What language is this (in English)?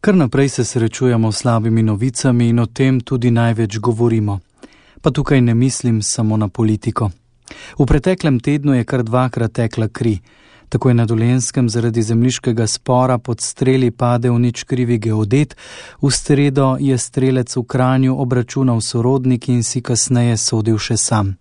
Slovenian